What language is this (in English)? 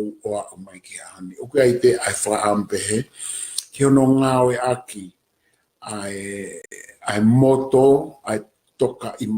Tongan